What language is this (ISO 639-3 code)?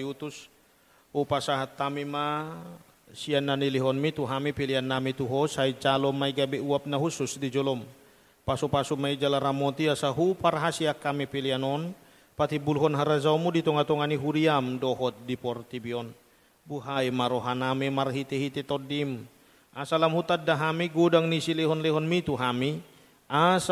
bbc